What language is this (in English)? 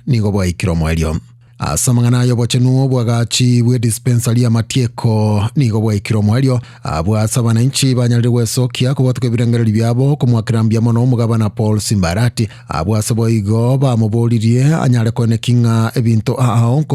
Gusii